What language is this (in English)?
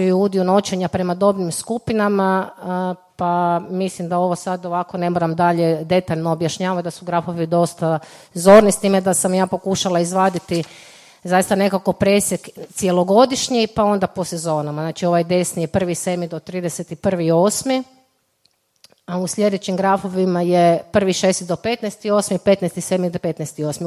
Croatian